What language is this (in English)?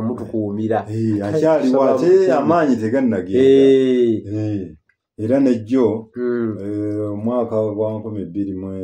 Ganda